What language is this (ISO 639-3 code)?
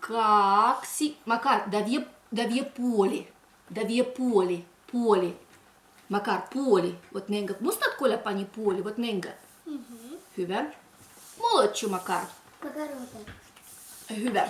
olo